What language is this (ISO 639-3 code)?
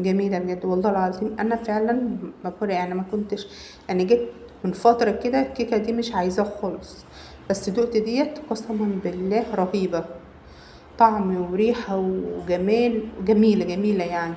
arz